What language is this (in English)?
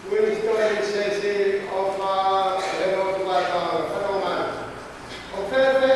Tongan